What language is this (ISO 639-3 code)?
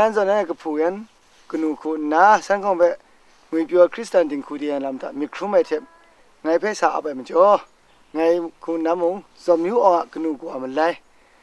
kac